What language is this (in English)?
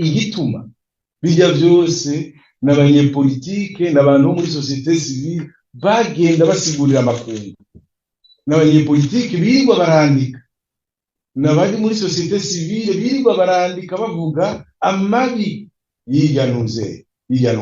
Rundi